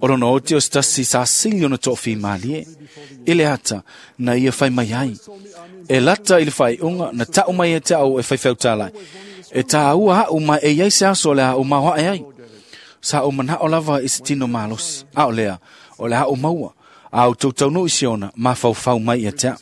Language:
Samoan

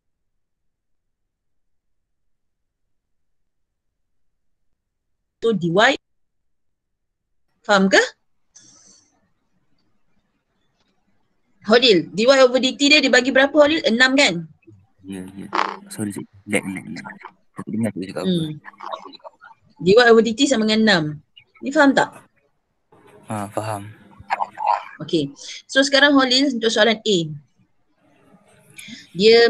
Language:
Malay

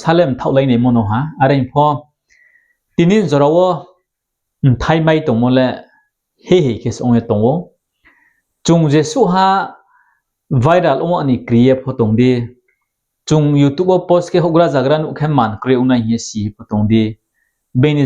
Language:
Riang (India)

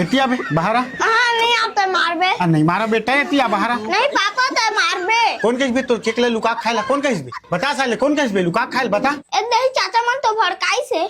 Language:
Chhattisgarhi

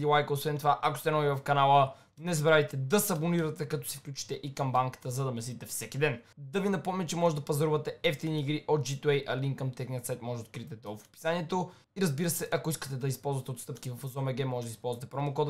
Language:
Bulgarian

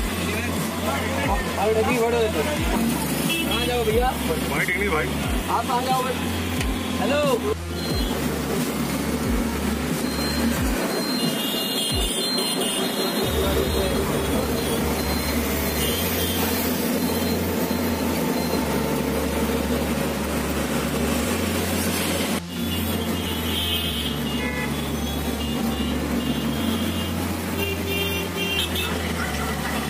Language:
Hindi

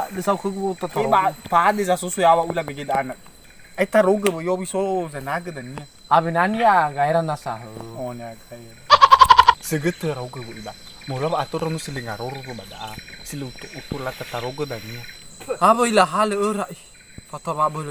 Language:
Nias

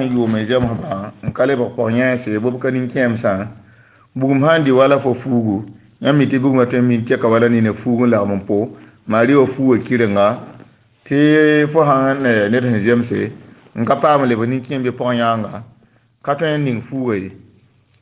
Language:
Mossi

